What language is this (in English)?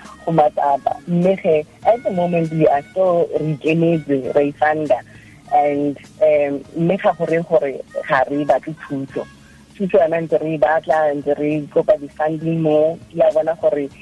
Tswana